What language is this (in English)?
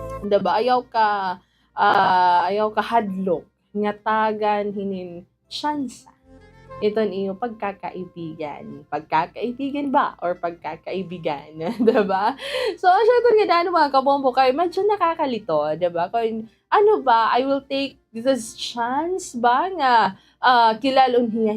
Waray